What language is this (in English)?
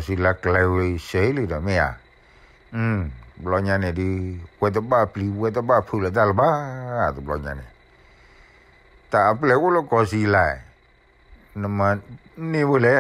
S'gaw Karen